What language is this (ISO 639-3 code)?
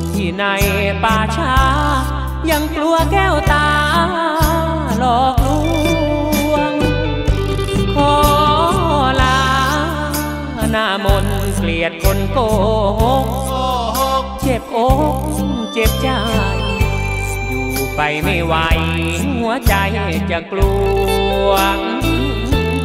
tha